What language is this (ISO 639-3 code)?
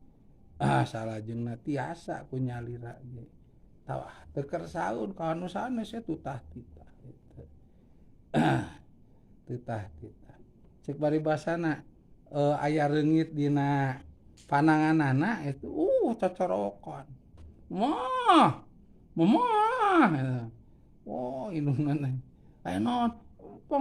sun